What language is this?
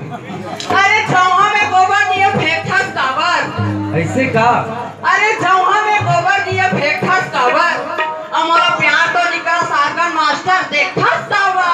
Chhattisgarhi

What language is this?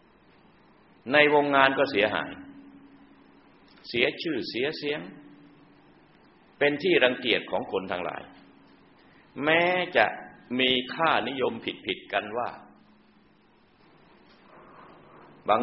Thai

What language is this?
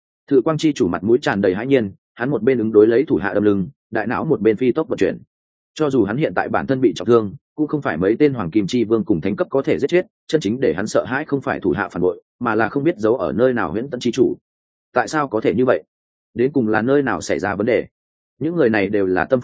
Vietnamese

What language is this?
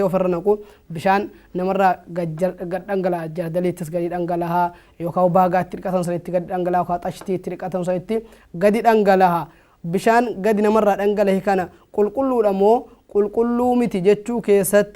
Oromo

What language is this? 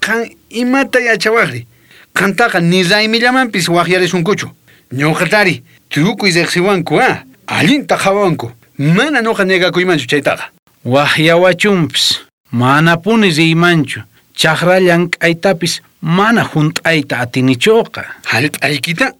South Bolivian Quechua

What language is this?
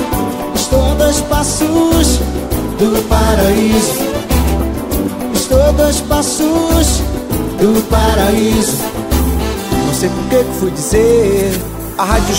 Portuguese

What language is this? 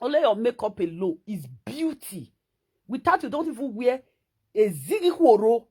Nigerian Pidgin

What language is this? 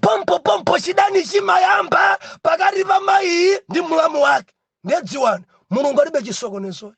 Nyanja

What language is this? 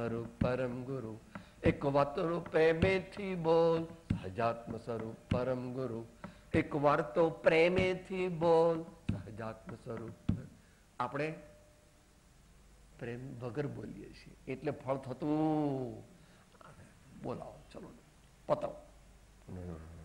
Gujarati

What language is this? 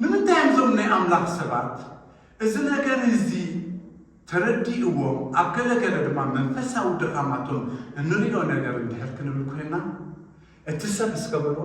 Tigrinya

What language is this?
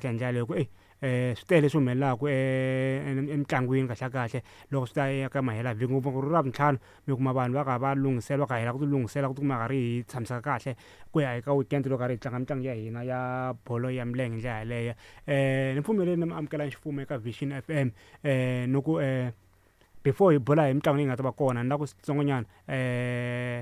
Tsonga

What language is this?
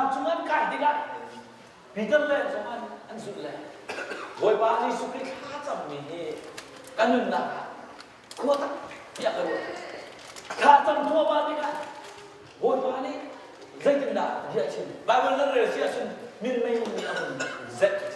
Hakha Chin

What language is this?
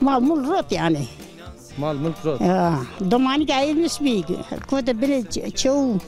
Zaza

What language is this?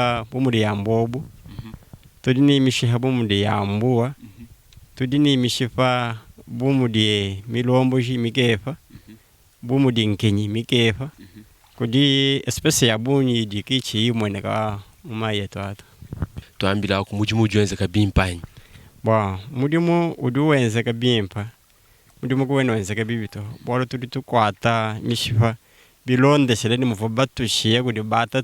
Luba-Lulua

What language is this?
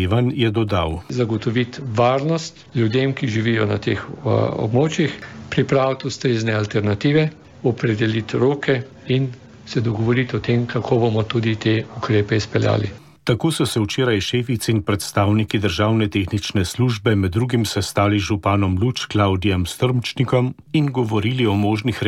Slovenian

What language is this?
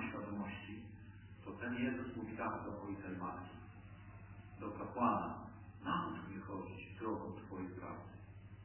Polish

